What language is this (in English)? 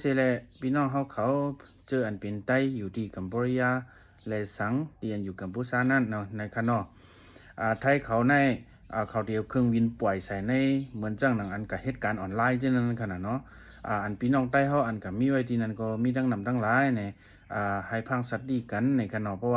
Shan